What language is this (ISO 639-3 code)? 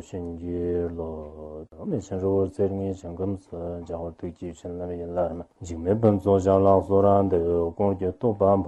zho